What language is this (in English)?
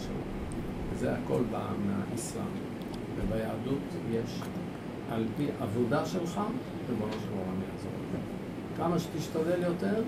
Hebrew